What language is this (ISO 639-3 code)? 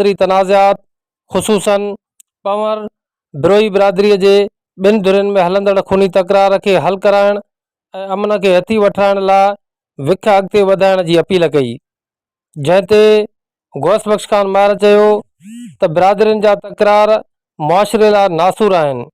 snd